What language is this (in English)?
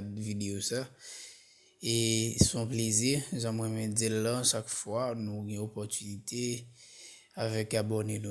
Haitian Creole